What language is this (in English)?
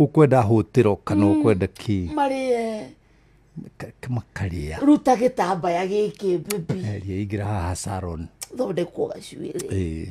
Kikuyu